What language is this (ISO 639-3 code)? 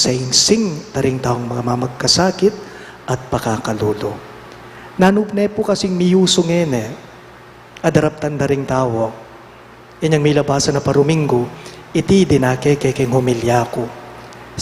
pam